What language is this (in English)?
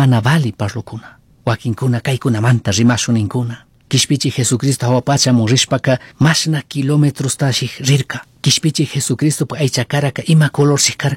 Chimborazo Highland Quichua